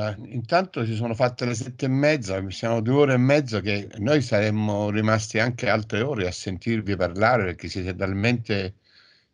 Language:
Italian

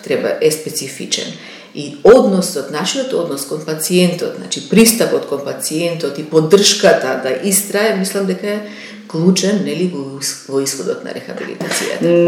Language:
Macedonian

